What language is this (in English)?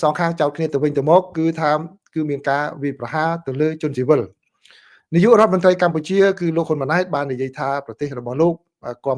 Khmer